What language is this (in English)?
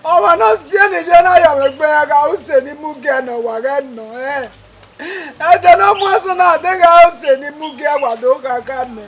Bini